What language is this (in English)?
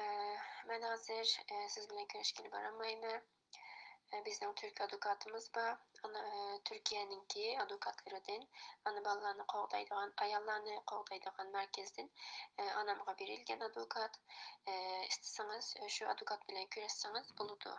Uyghur